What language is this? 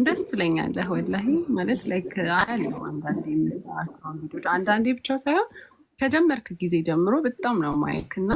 Amharic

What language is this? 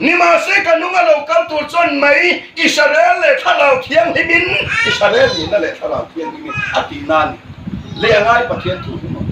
Hmar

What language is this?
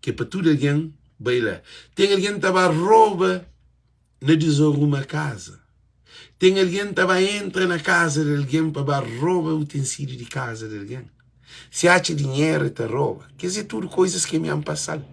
Kabuverdianu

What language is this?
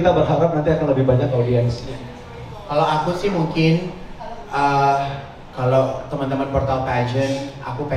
Indonesian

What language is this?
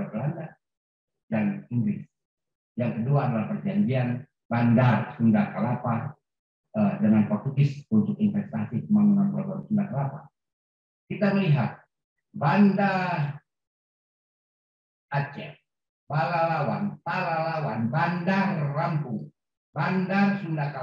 Indonesian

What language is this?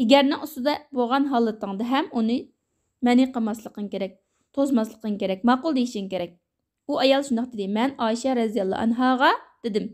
Uyghur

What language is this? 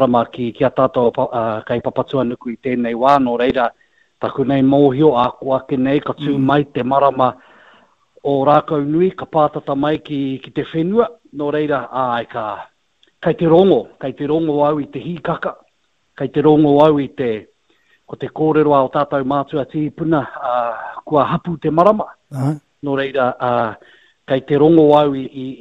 Māori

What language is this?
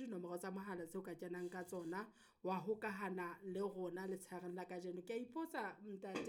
Southern Sotho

